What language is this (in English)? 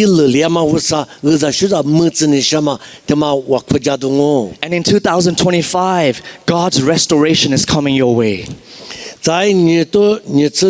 Lisu